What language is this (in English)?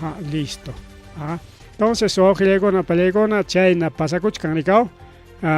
Ayacucho Quechua